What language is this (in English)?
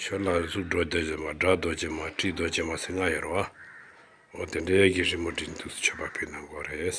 Tibetan